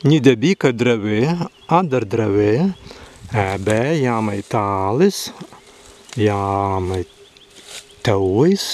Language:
Prussian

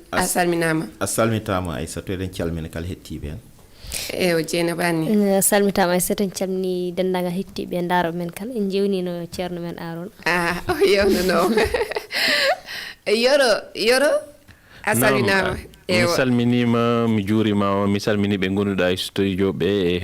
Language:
Fula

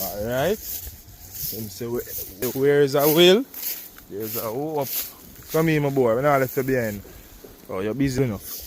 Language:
Jamaican Creole English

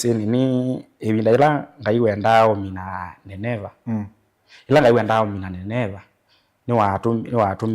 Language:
Kamba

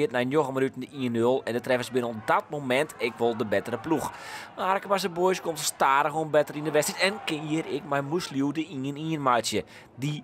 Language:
Western Frisian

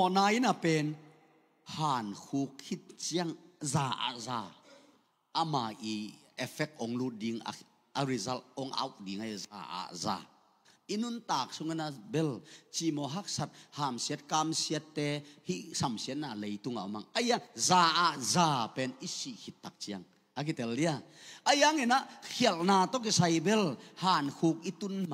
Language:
Tedim Chin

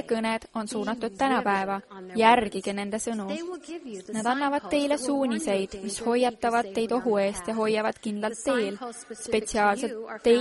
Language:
Estonian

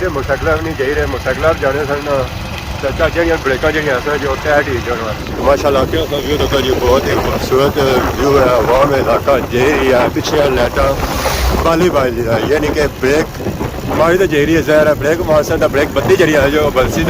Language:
Pahari-Potwari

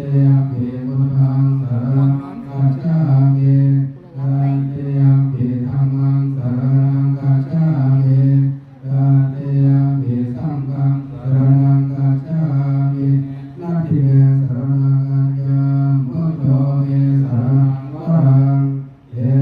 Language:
Pali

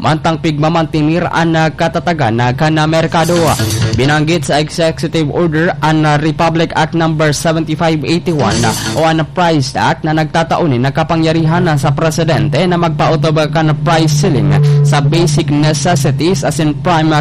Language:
Bikol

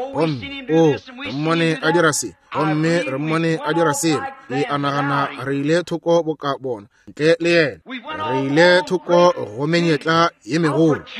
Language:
Northern Sotho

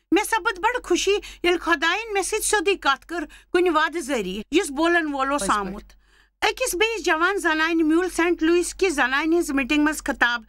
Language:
Kashmiri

